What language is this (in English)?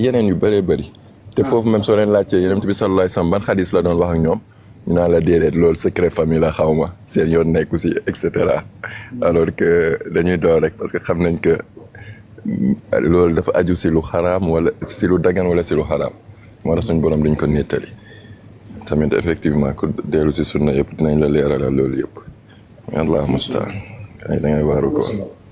Wolof